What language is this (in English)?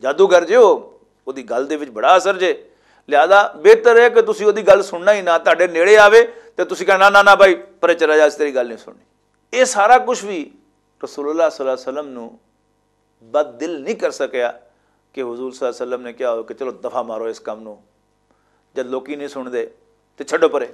Western Panjabi